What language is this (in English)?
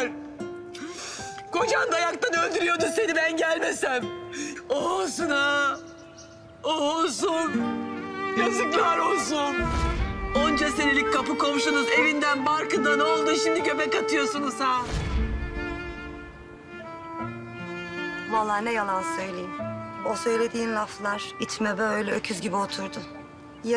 Turkish